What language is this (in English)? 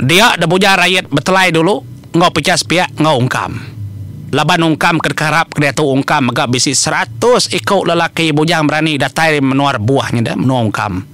Iban